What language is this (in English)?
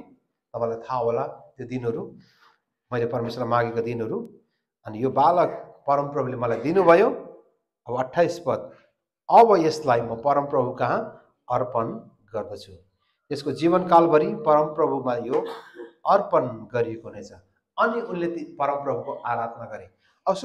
Nepali